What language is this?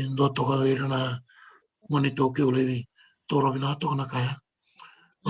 Fijian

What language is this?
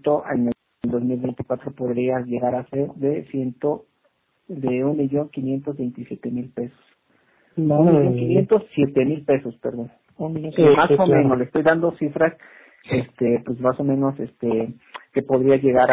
Spanish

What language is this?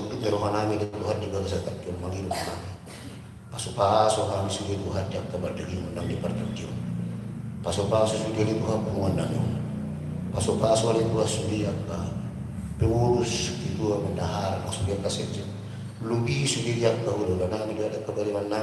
Batak Toba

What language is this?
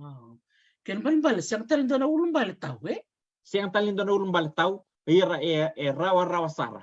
Fijian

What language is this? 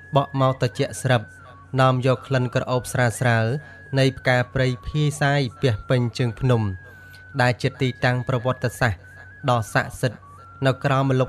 Khmer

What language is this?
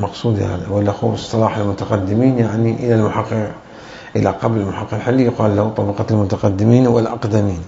Mesopotamian Arabic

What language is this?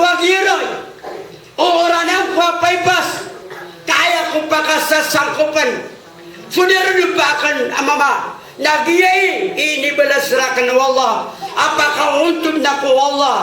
Maranao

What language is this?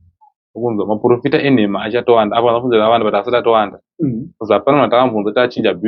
Shona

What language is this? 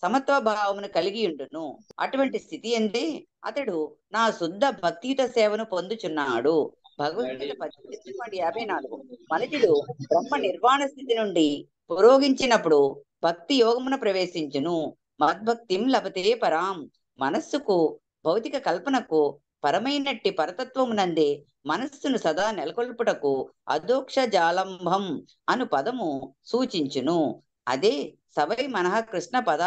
Telugu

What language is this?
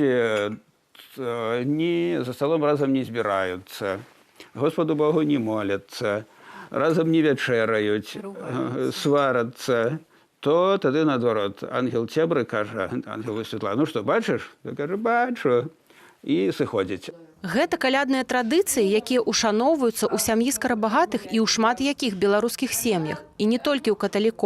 Belarusian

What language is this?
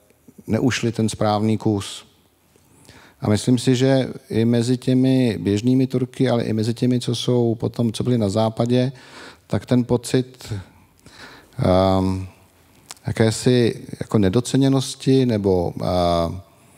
Czech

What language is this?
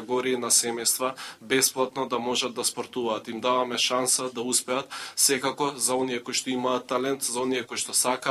Macedonian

